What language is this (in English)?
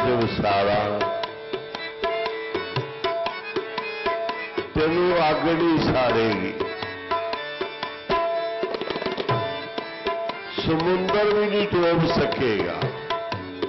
Punjabi